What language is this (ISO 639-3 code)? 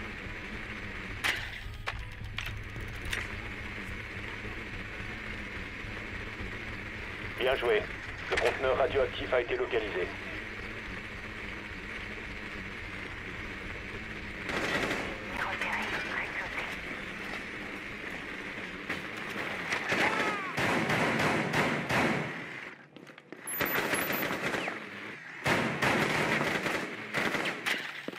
fra